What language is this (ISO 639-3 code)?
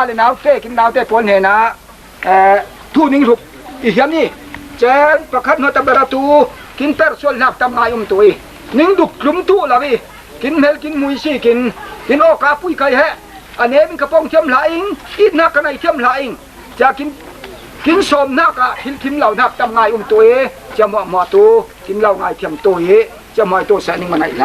cfm